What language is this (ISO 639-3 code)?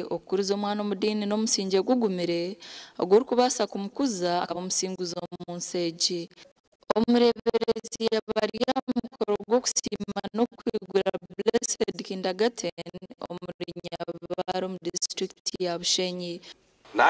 nyn